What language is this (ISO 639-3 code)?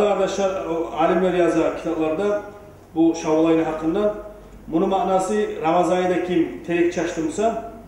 kum